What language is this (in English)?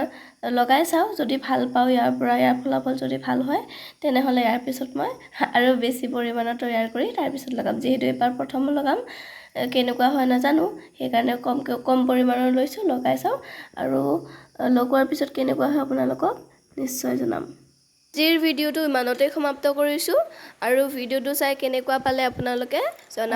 Assamese